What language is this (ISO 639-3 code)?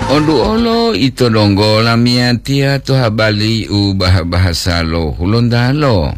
gor